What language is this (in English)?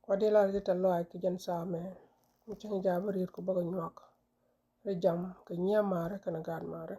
Nuer